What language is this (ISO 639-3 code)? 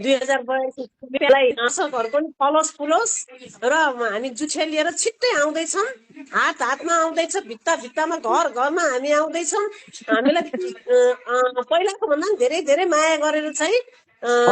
nep